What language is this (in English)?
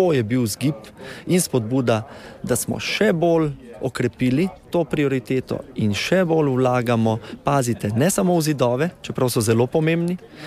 Slovenian